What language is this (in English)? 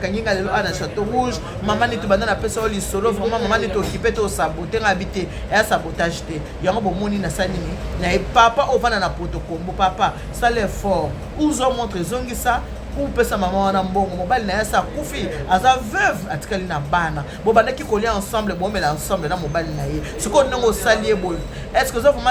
Lingala